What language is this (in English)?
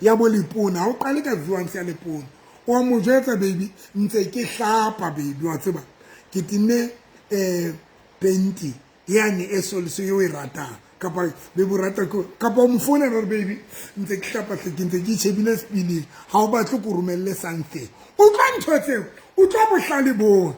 Southern Sotho